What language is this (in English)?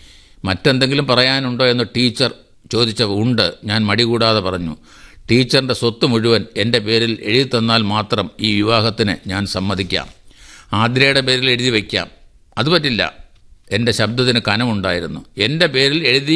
Malayalam